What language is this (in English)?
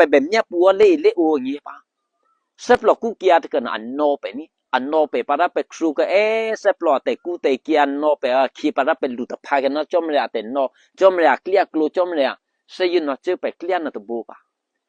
Eastern Kayah